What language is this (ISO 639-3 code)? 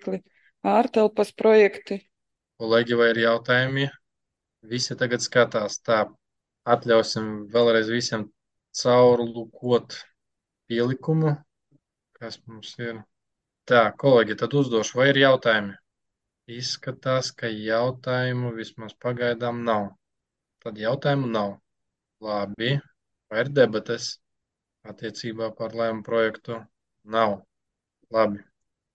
lav